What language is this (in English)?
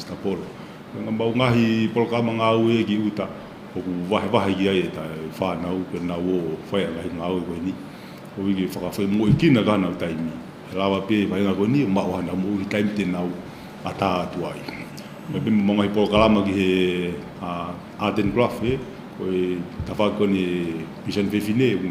Tongan